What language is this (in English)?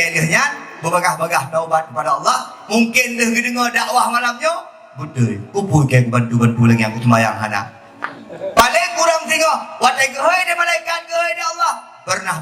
Achinese